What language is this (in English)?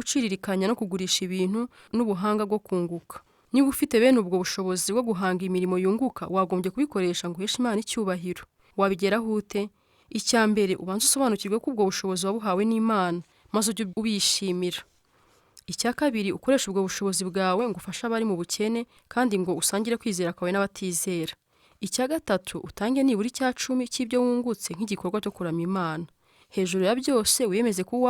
Kinyarwanda